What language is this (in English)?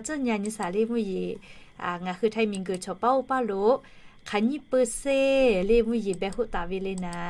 Lahu